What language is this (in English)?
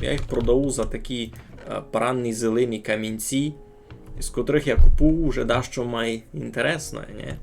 Rusyn